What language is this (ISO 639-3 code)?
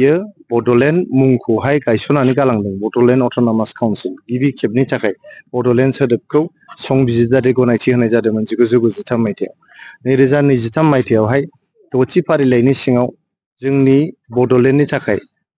brx